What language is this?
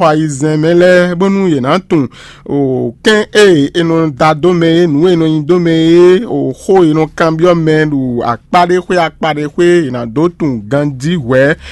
Fon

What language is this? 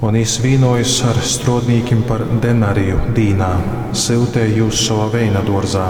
Latgalian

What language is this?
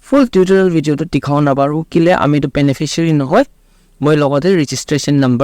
Naga Pidgin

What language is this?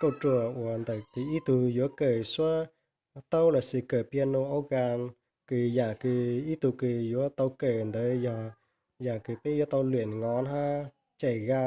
Hmong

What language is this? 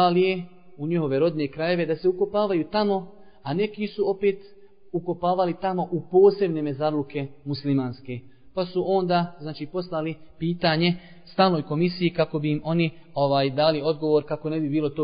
Bosnian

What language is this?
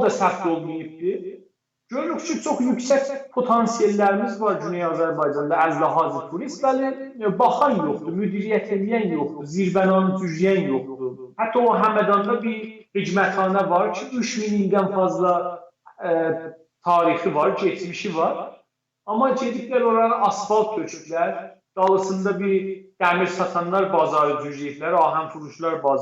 South Azerbaijani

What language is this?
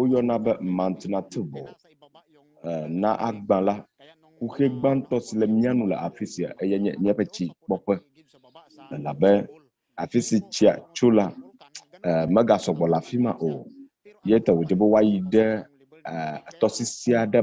Ewe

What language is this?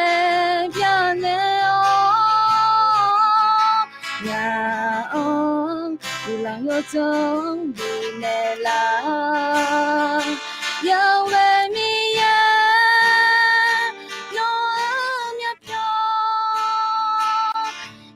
Akha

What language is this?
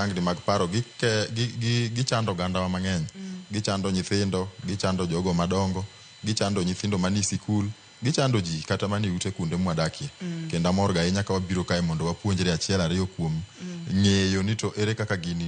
Luo (Kenya and Tanzania)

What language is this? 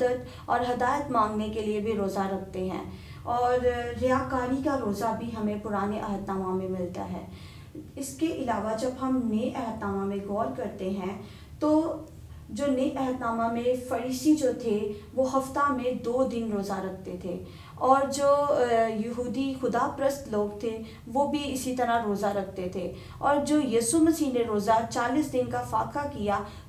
Urdu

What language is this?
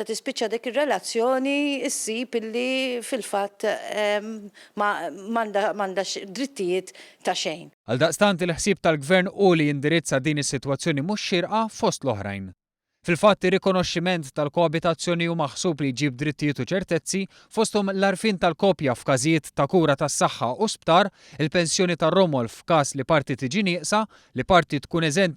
Maltese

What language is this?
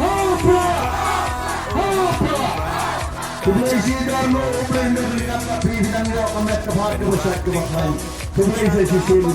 Khasi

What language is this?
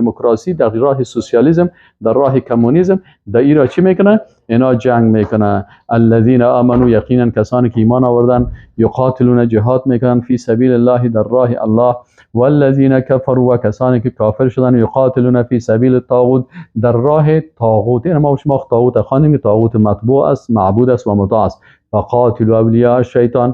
Persian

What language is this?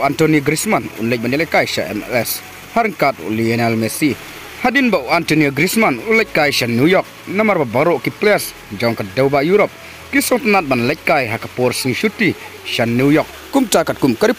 Khasi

